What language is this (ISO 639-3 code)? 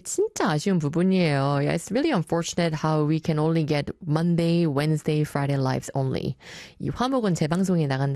kor